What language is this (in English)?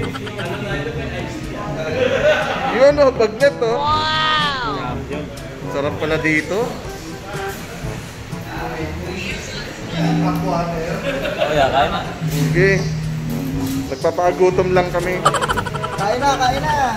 Filipino